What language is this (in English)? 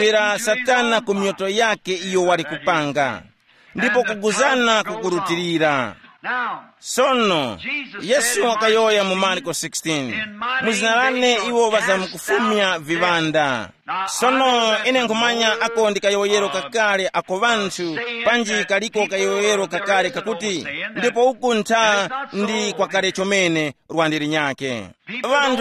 Tumbuka